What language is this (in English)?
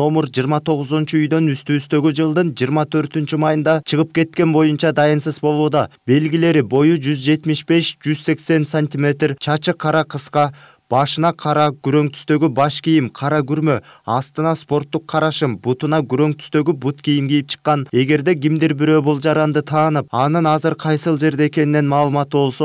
Kyrgyz